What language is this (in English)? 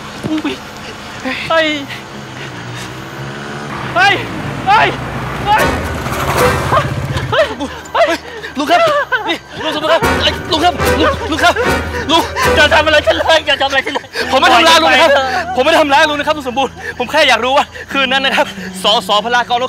Thai